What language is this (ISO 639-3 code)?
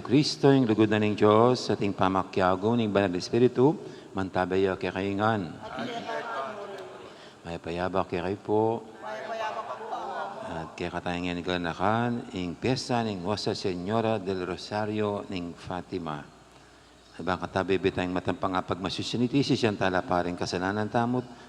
pam